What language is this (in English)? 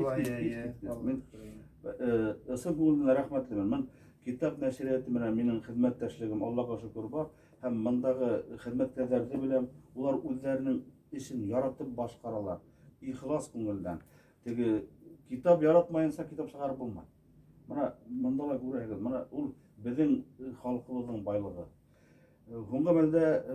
Bashkir